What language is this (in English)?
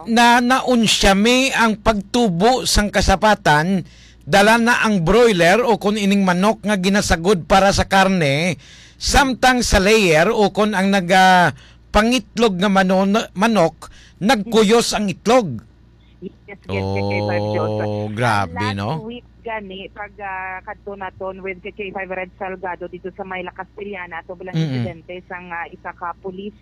Hiligaynon